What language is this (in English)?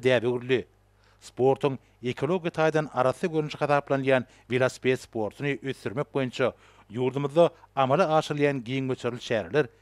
Turkmen